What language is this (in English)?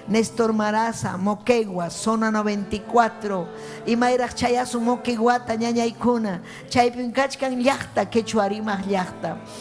Ayacucho Quechua